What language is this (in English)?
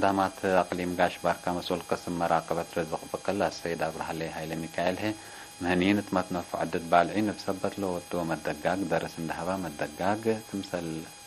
Tigre